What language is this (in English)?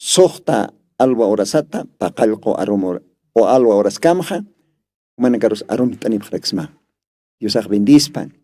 Aymara